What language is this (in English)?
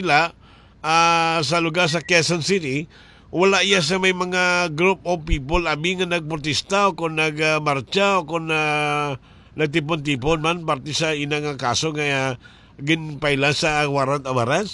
Hiligaynon